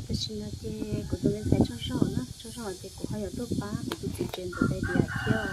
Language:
Hmong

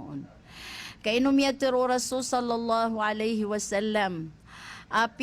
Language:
Maranao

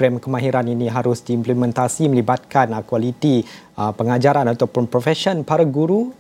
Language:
Malay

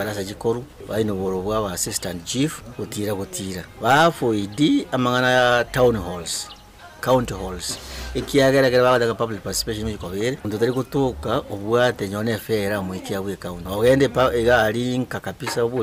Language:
Gusii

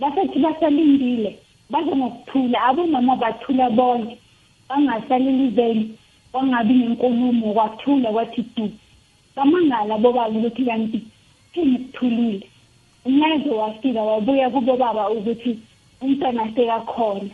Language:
South Ndebele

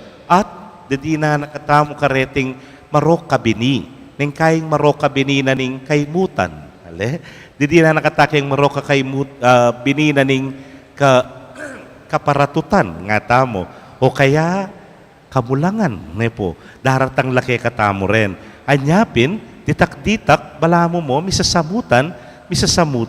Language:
Pampanga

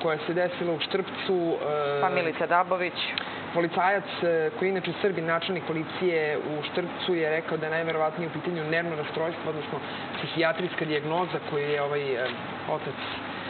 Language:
Serbian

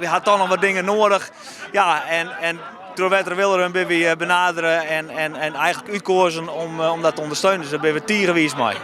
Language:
Western Frisian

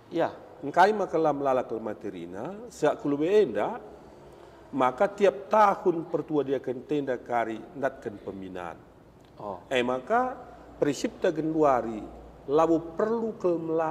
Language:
Batak Karo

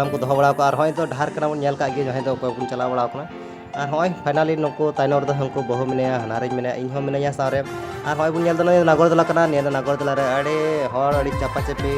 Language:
Santali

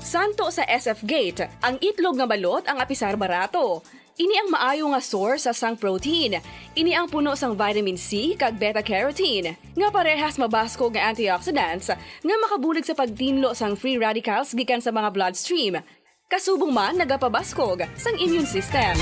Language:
Hiligaynon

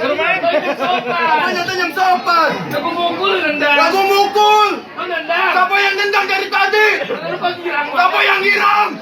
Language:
Betawi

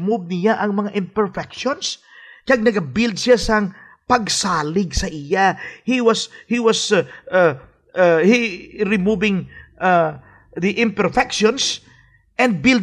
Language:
Hiligaynon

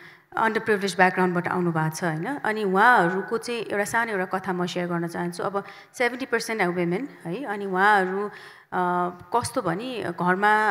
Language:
Nepali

